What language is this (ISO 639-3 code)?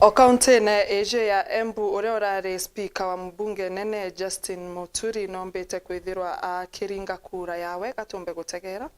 mer